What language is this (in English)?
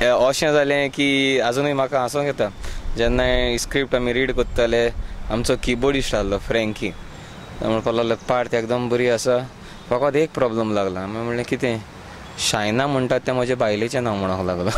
Konkani